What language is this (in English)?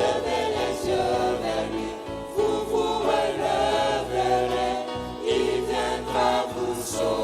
Ewe